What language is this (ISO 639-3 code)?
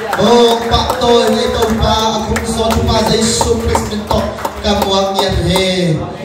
ctd